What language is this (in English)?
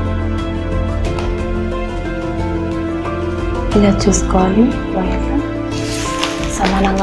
Telugu